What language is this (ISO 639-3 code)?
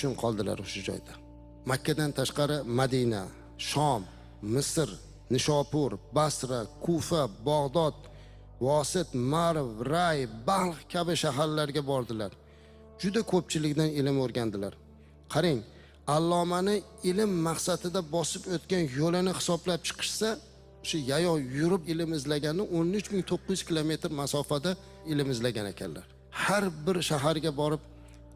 uzb